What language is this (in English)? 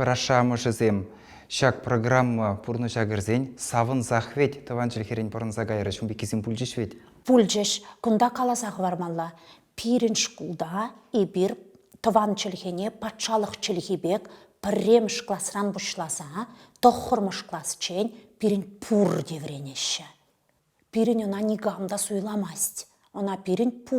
Chuvash